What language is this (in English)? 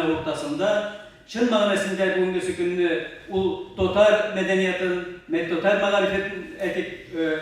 Tatar